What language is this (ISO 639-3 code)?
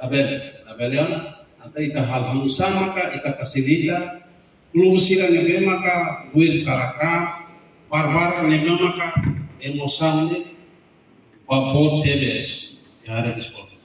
tet